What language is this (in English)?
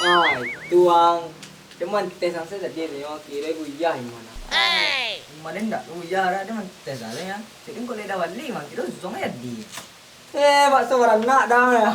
Minangkabau